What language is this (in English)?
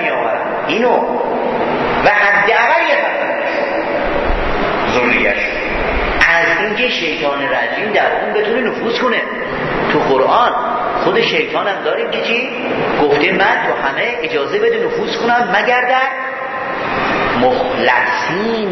Persian